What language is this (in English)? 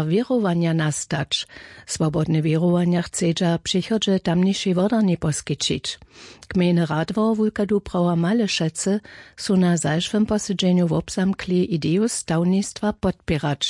Upper Sorbian